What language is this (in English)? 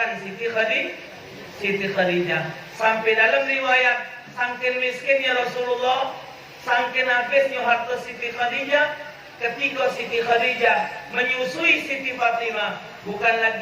Musi